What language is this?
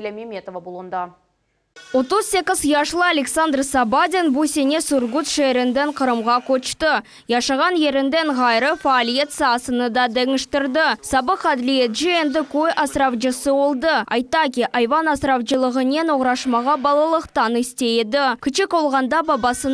Crimean Tatar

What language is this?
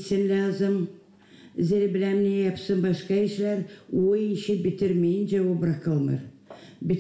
Gagauz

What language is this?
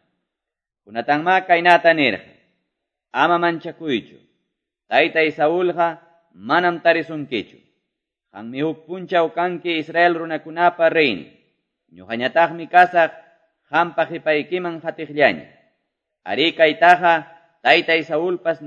Quechua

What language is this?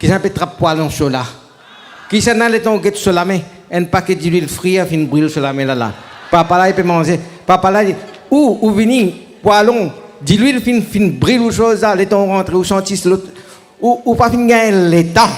Morisyen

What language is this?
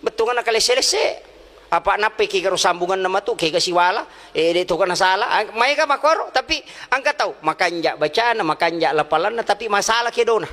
Buginese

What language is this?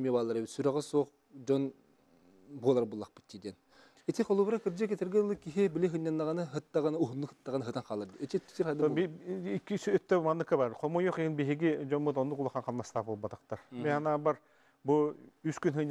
Yakut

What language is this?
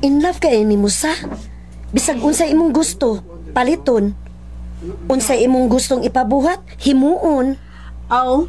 Cebuano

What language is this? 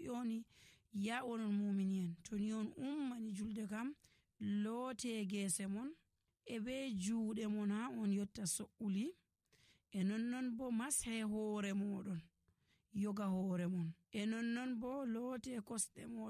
Nigerian Fulfulde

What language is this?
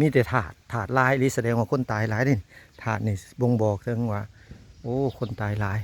Lao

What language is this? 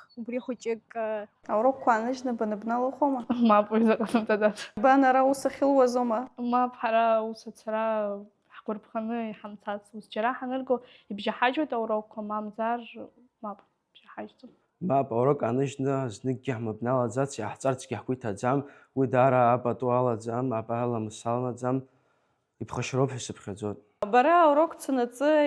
Abkhazian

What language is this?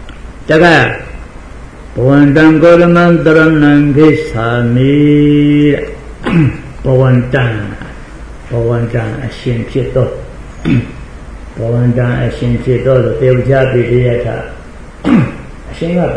Burmese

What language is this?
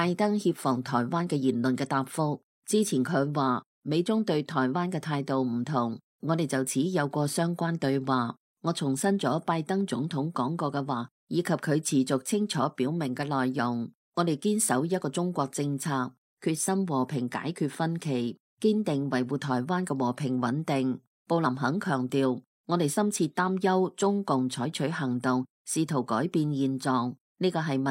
Cantonese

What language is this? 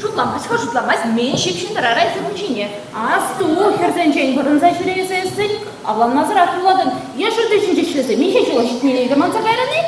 Chuvash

